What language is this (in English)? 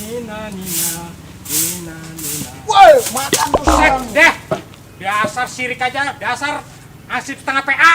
Betawi